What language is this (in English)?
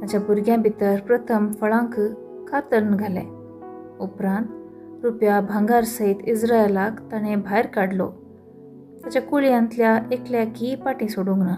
Konkani